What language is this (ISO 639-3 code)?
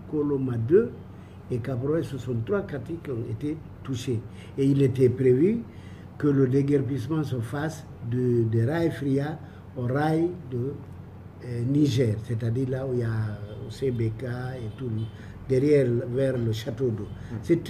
fra